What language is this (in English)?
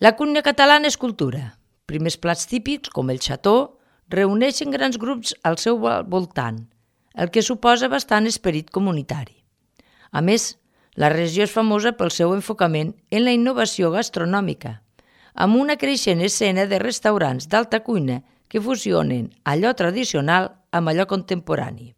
Catalan